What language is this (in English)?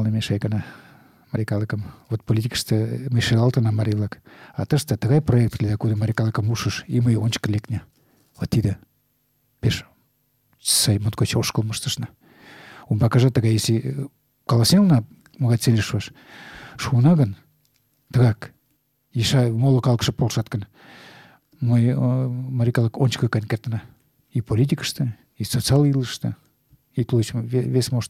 Mari